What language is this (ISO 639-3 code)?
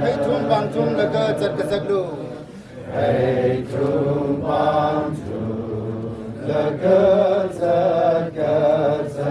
nmf